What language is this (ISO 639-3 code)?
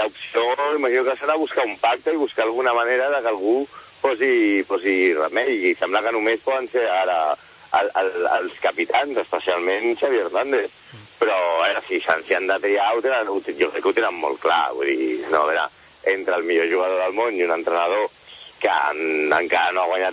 cat